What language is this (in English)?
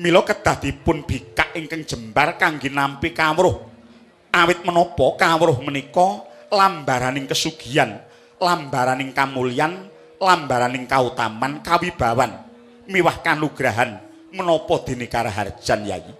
Javanese